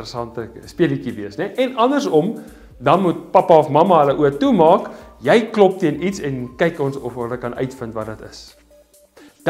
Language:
Afrikaans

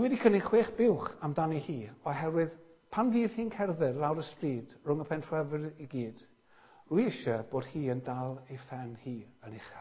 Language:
Welsh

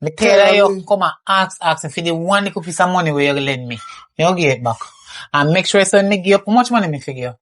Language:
Jamaican Creole English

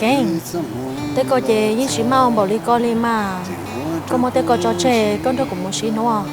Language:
Hmong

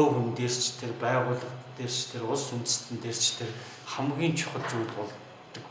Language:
Mongolian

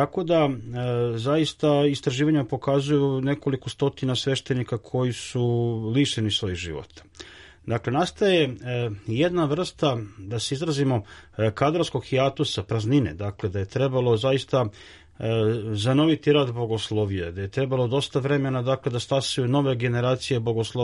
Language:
Serbian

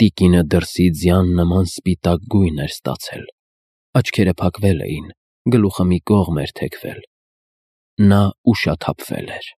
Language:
Armenian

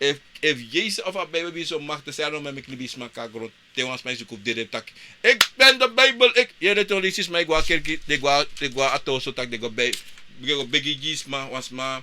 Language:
Sranan Tongo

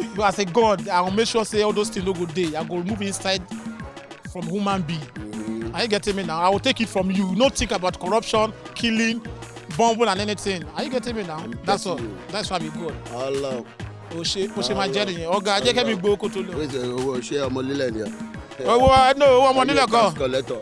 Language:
Nigerian Pidgin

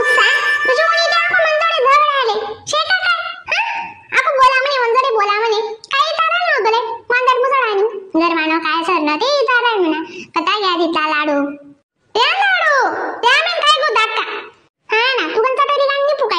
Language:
Khandesi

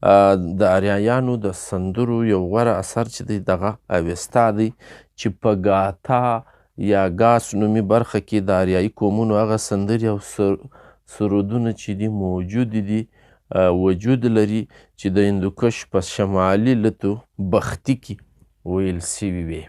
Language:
Pashto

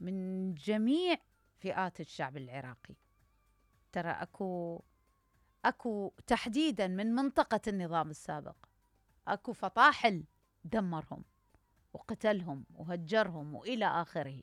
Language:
Mesopotamian Arabic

